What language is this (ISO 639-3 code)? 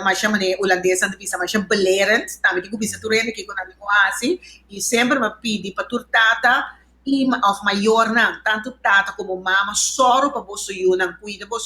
pap